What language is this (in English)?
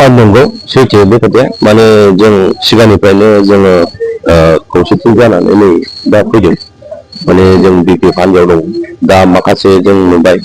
Bodo